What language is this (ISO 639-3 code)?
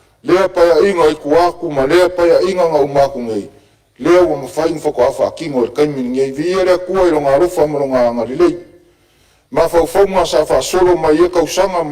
smo